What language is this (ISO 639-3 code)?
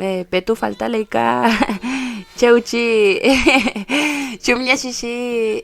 arn